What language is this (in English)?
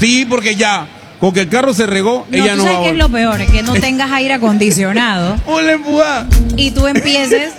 Spanish